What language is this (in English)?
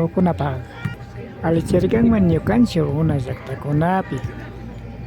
Imbabura Highland Quichua